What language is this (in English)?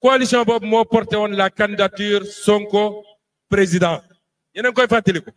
Wolof